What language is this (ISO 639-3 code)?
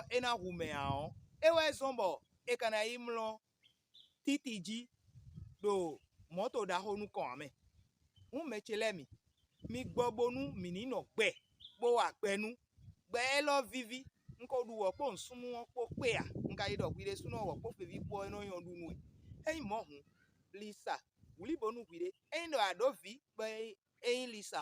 fon